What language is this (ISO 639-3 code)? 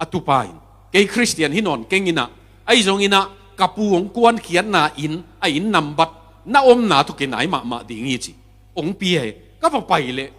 ctd